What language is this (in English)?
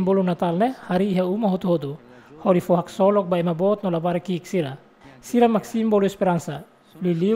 Tetum